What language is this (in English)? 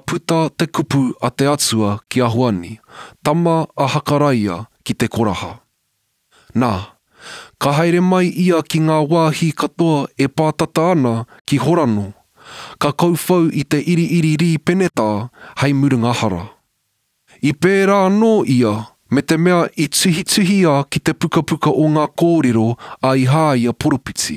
Māori